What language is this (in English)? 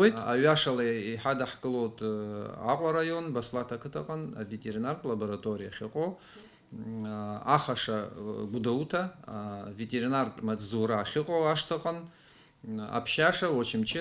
Abkhazian